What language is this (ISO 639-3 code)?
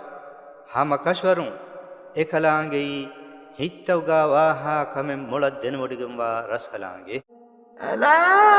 div